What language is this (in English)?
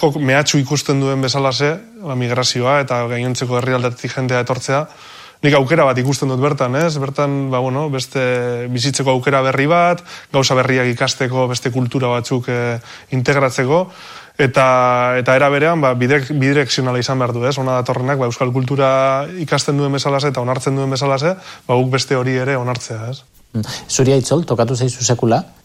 Basque